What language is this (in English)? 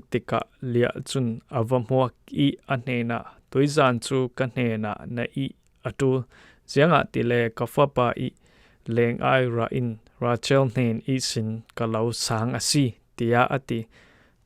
Falam Chin